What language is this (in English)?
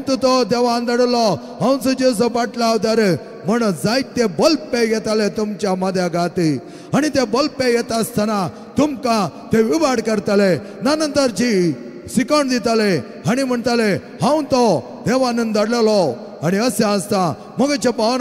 Konkani